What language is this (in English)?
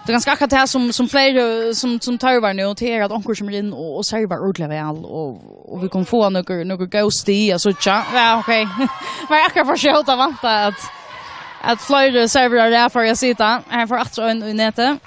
Faroese